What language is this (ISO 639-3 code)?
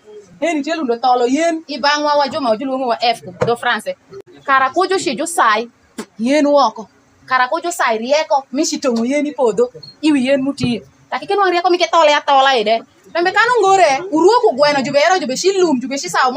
alz